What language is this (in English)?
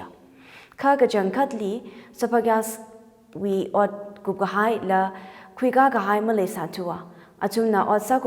Tangkhul Naga (India)